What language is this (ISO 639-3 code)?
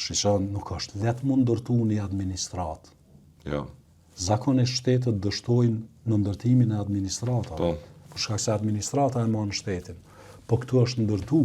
sqi